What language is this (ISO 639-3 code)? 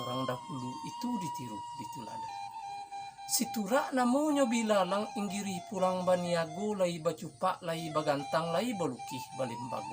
min